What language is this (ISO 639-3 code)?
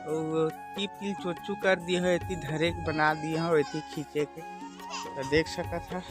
hne